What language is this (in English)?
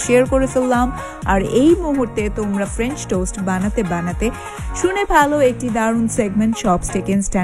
Bangla